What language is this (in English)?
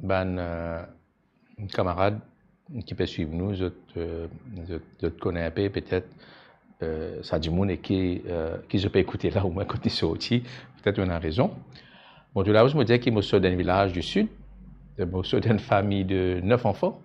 Morisyen